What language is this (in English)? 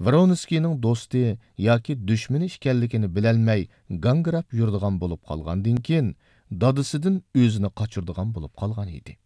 Uyghur